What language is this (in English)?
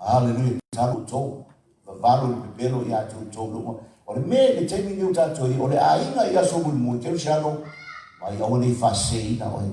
Samoan